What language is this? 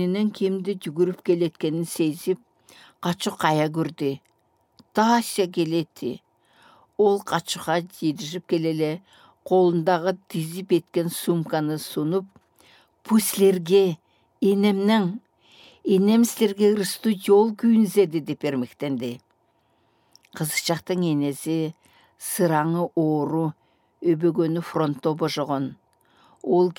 Southern Altai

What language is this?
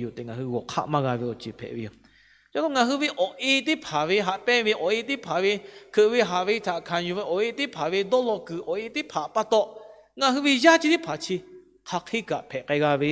Lahu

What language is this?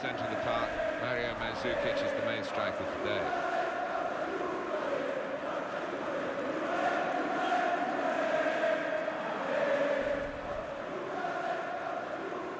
English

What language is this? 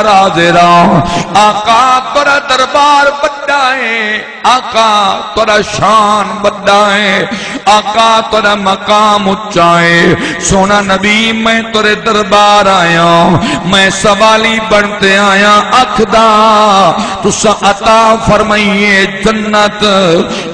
Saraiki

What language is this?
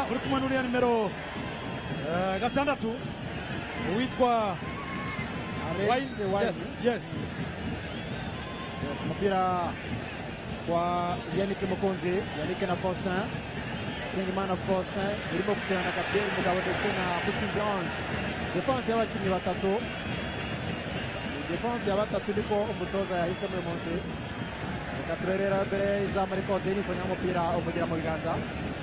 Kinyarwanda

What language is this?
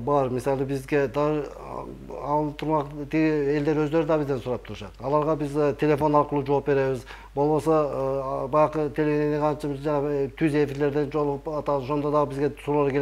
Kyrgyz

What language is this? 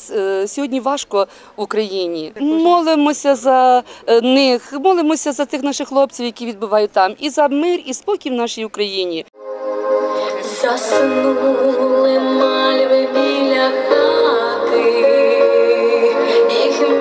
Ukrainian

